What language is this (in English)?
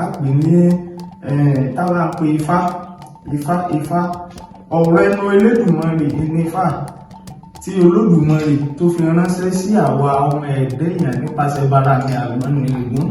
Yoruba